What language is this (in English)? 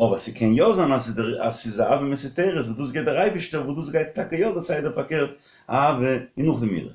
Yiddish